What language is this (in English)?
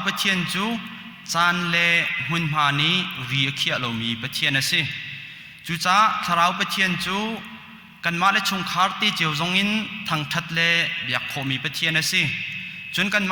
Hakha Chin